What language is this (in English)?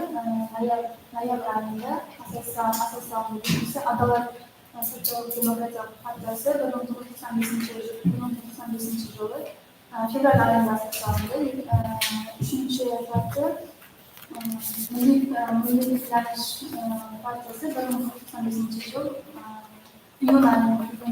Kara-Kalpak